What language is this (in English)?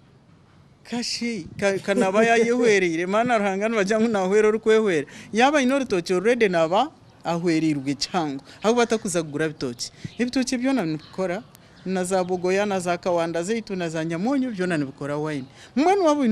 Nyankole